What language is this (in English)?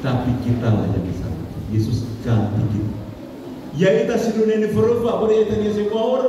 Nias